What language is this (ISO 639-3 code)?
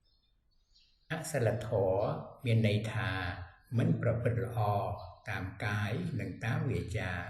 khm